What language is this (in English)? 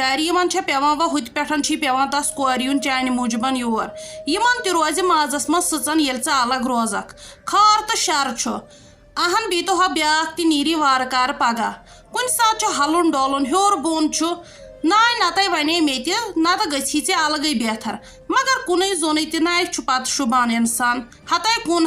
Kashmiri